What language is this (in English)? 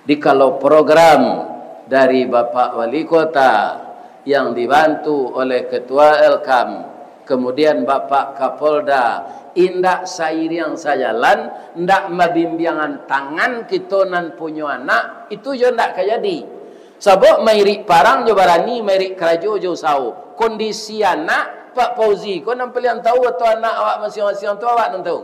Minangkabau